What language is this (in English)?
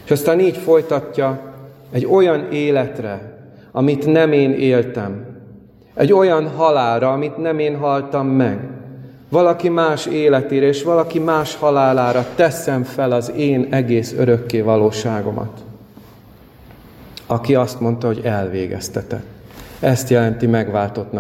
Hungarian